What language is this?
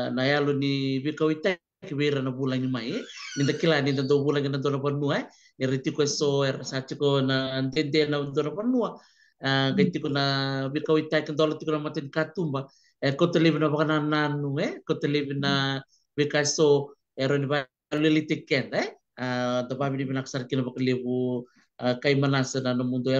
Fijian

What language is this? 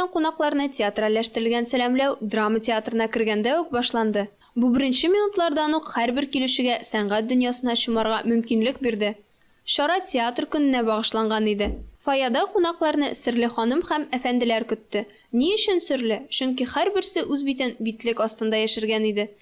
Tatar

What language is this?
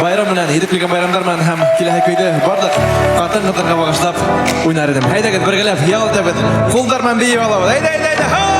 Bashkir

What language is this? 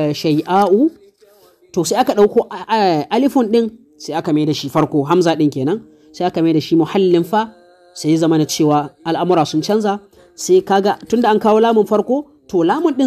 Hausa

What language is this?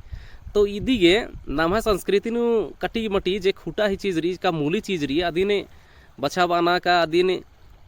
Kurukh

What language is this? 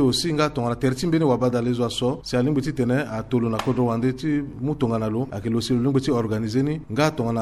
Sango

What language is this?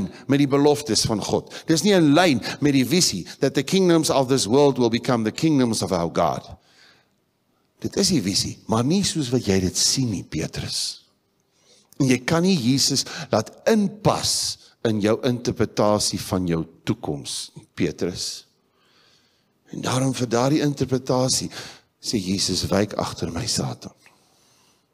Afrikaans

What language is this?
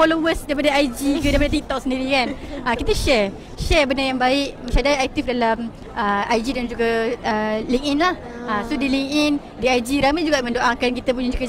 Malay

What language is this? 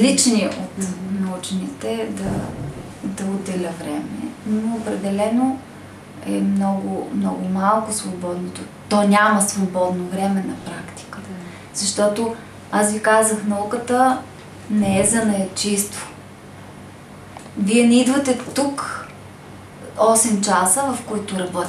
Bulgarian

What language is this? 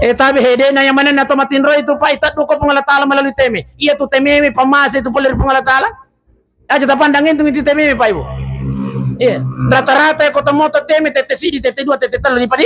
Buginese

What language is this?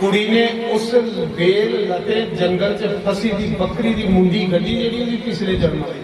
Dogri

